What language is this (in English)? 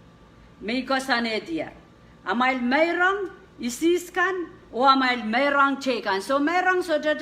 Pohnpeian